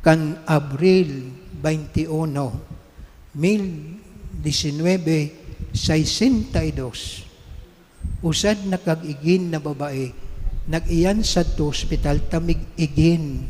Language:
Bikol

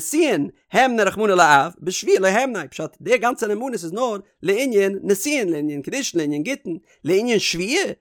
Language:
Yiddish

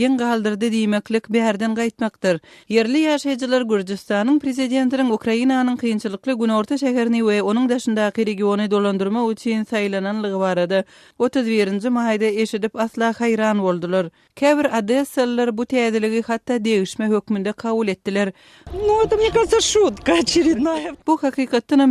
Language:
Turkmen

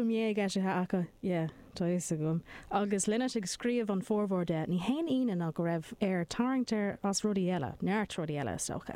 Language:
Irish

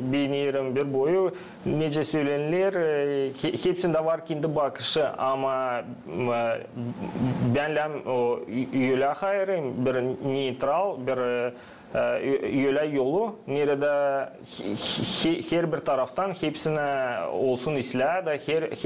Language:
Gagauz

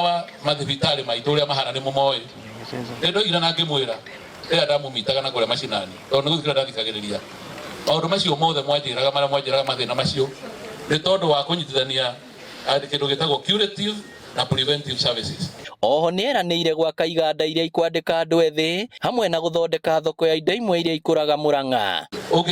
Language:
Kikuyu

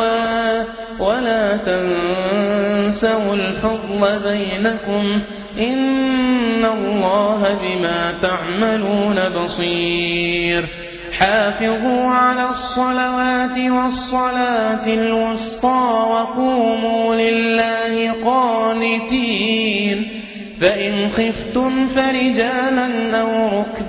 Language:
Arabic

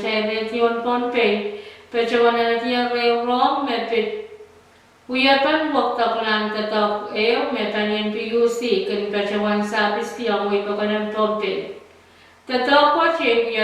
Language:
Pohnpeian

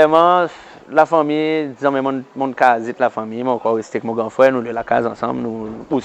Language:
Seselwa Creole French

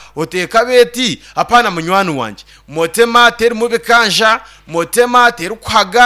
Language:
Nyankole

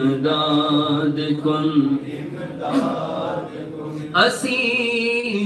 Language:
Urdu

